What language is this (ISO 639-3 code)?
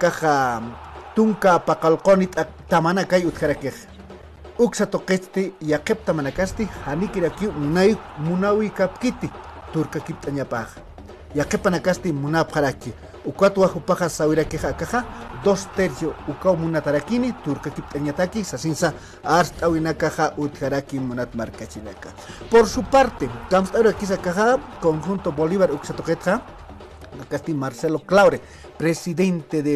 aym